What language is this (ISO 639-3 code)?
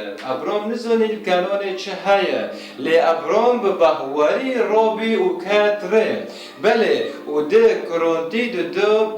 kur